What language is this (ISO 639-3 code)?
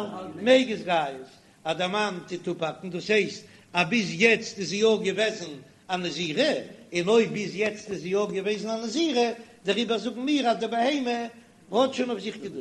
yid